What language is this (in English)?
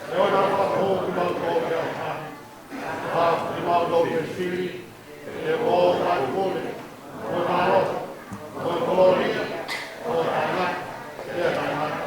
Tongan